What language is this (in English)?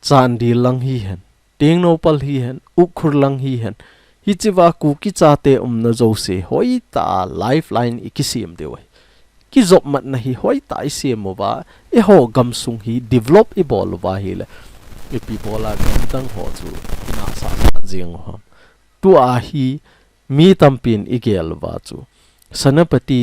Thado Chin